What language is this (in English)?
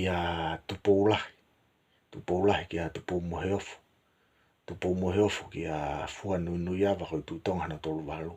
Tongan